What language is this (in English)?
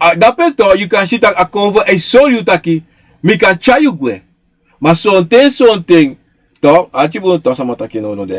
Sranan Tongo